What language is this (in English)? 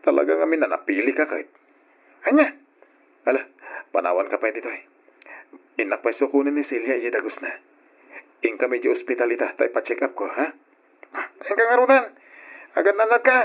Iloko